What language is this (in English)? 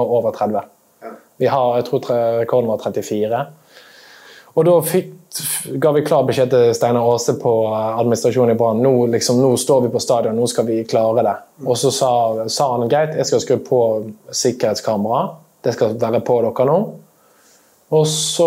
Norwegian